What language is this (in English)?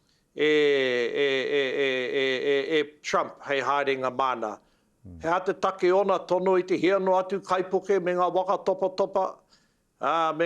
Māori